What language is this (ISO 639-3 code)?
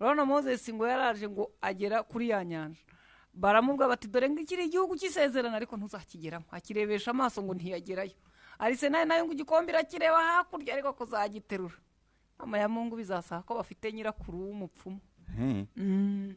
kin